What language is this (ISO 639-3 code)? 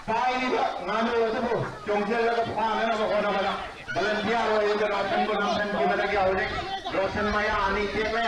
mni